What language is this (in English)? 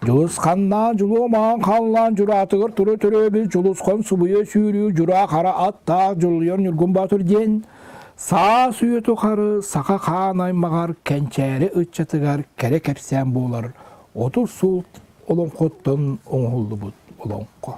Yakut